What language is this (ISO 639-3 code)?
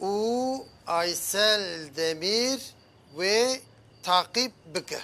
kur